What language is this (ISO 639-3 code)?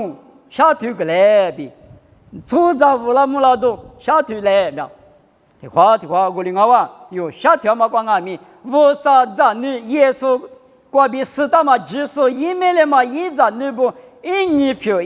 lis